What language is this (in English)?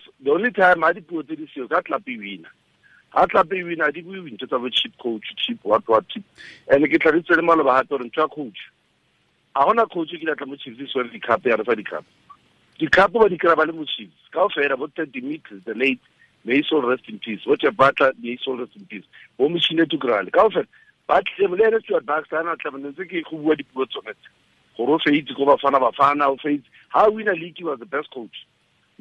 Tswana